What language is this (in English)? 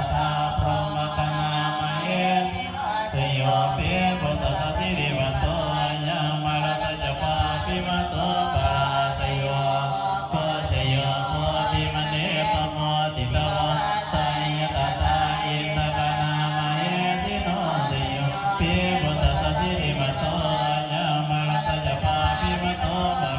Pali